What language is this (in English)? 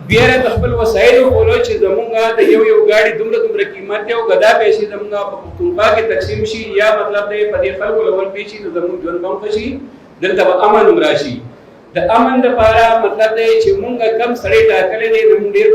Pashto